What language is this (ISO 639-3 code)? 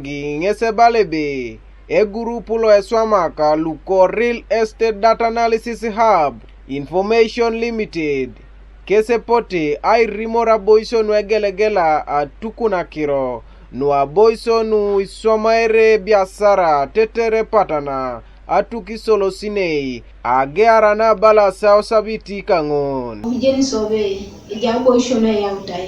teo